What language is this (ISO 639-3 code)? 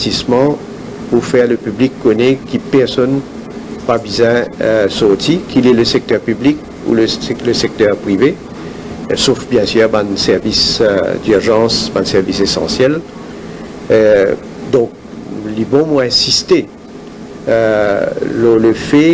mfe